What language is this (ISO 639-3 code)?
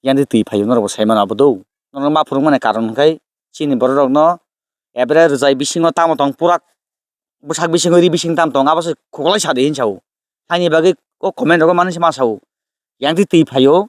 trp